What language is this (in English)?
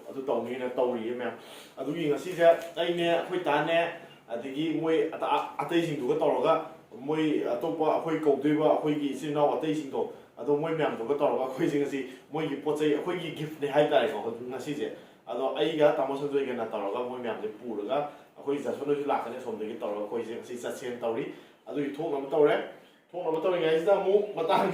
Manipuri